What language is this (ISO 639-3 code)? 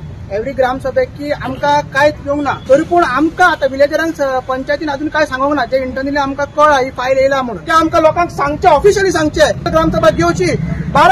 kok